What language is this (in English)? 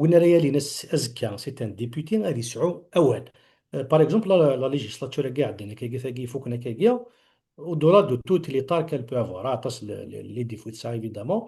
Kabyle